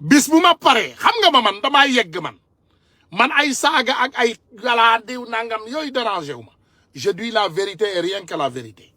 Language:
Wolof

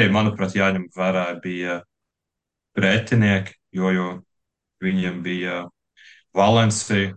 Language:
Latvian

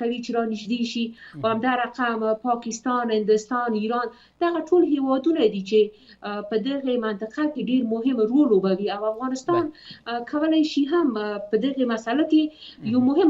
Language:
Pashto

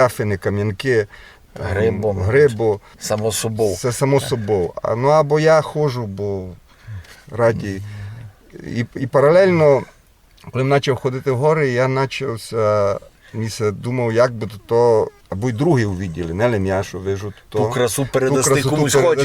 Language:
Rusyn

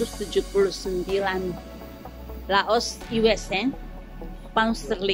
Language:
Tetum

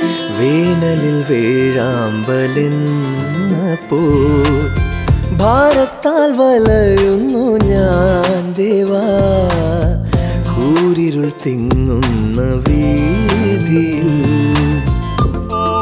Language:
Malayalam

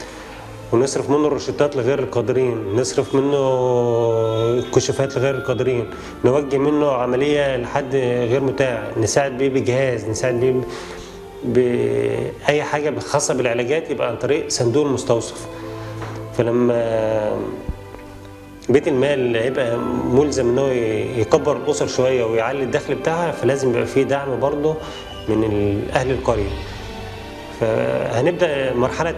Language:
Egyptian Arabic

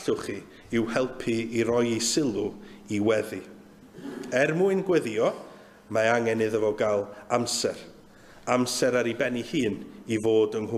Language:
Welsh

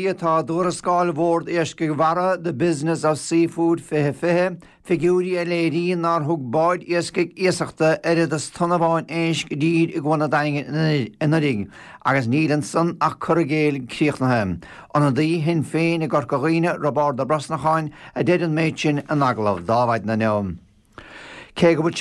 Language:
Irish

